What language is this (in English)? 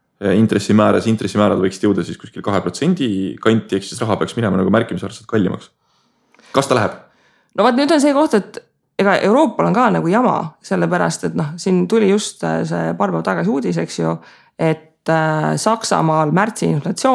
Estonian